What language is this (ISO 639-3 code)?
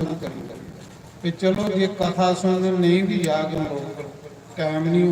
doi